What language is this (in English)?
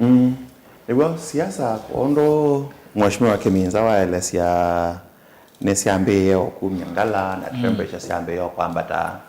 Kamba